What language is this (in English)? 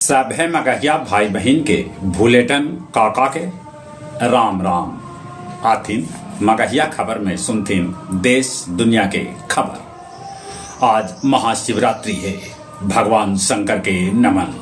Magahi